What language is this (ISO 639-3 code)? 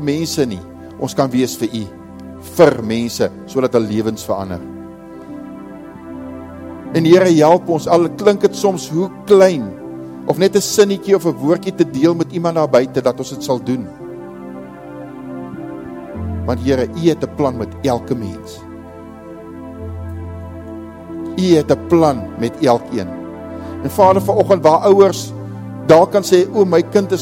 afr